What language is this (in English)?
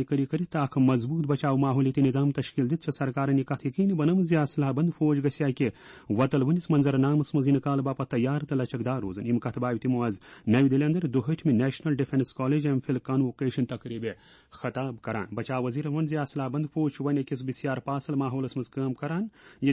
Kashmiri